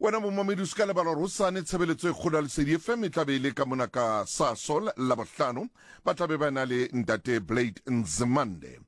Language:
Southern Sotho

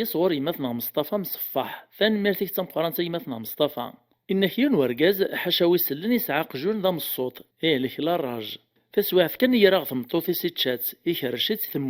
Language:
Kabyle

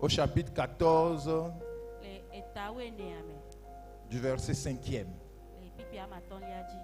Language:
Ewe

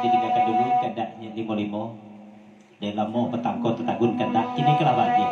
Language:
Minangkabau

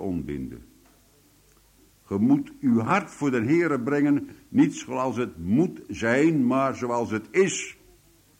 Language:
Dutch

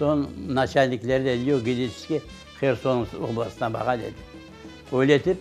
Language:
Crimean Tatar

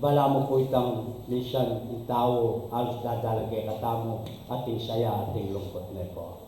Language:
Pampanga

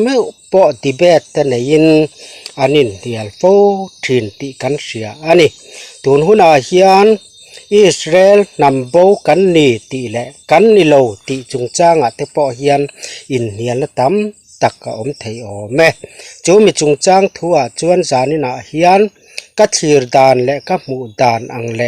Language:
Mizo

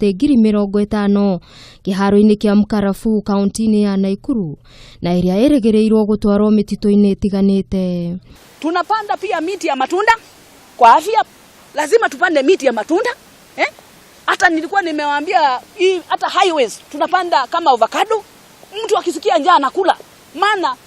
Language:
Kikuyu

